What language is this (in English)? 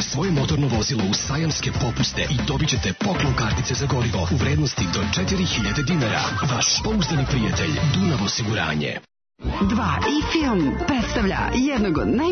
Serbian